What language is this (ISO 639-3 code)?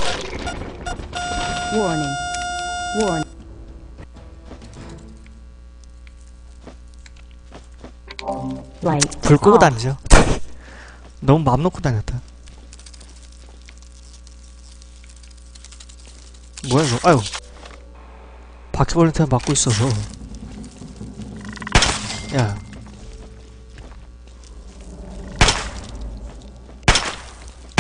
kor